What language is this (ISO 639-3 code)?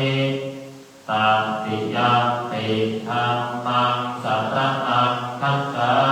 pli